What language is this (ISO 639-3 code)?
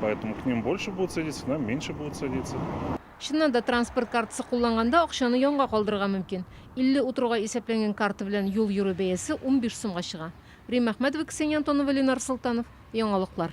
tat